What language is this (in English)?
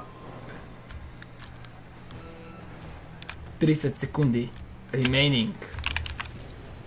Bulgarian